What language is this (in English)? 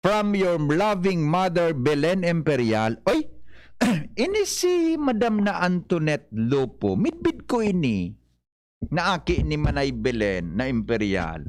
Bikol